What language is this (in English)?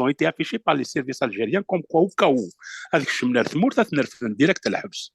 Kabyle